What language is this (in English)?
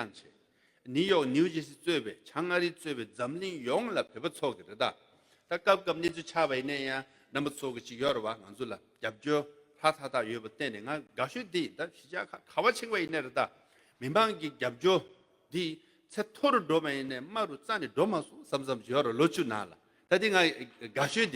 Tibetan